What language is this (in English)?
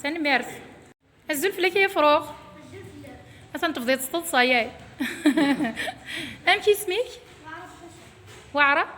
Kabyle